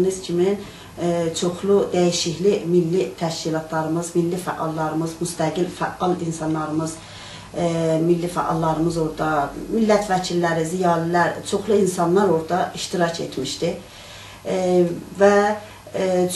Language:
South Azerbaijani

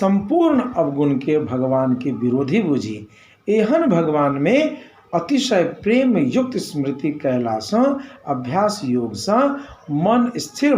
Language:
Maithili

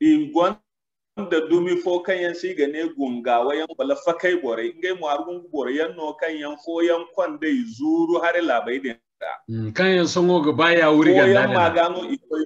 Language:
Zarma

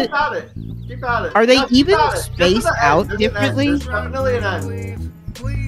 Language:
English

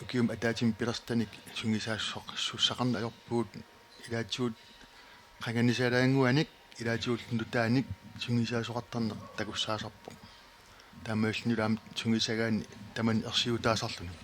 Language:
Kalaallisut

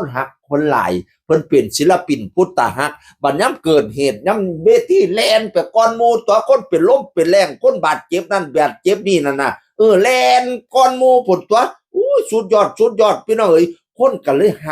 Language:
Northeastern Thai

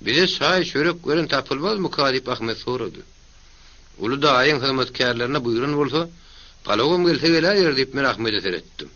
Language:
Turkmen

